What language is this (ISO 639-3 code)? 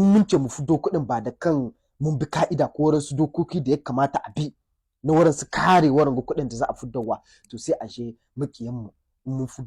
hau